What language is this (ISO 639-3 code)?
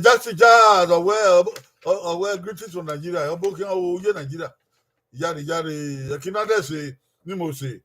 bin